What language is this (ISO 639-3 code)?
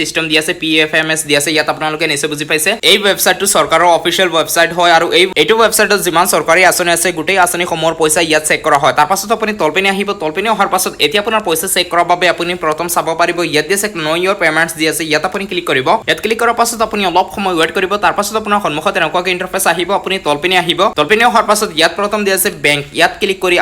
asm